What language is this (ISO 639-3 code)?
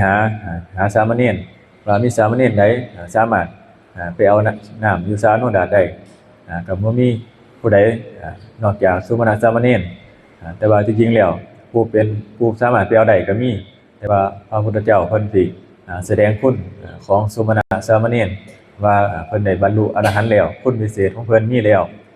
tts